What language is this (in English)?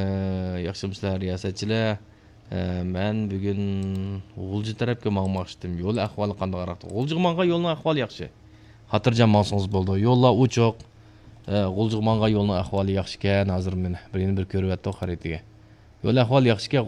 Uyghur